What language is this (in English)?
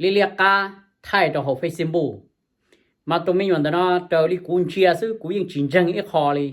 Hmong